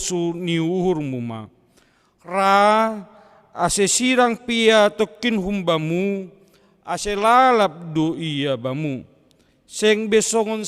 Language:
Batak Simalungun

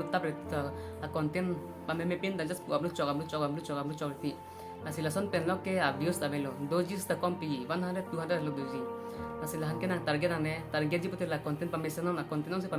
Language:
Karbi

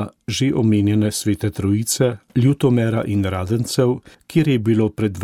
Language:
Slovenian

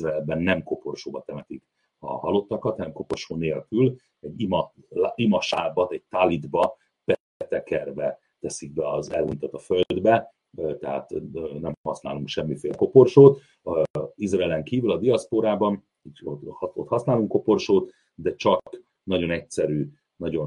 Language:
Hungarian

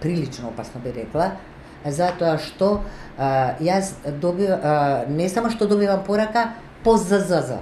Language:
Macedonian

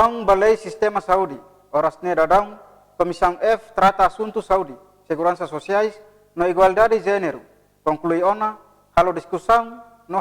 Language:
Tetum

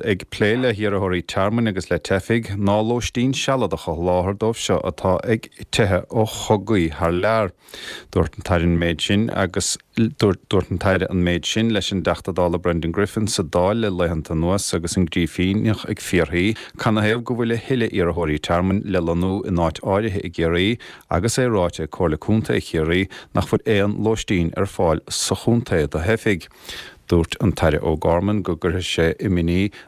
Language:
Irish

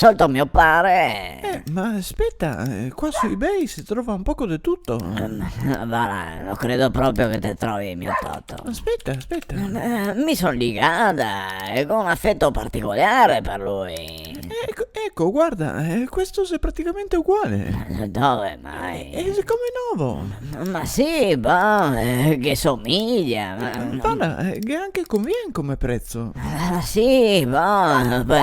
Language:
Venetian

